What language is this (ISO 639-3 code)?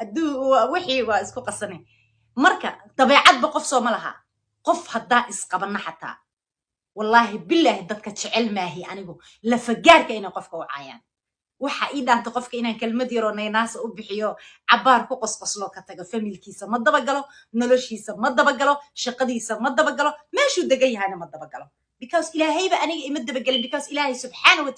som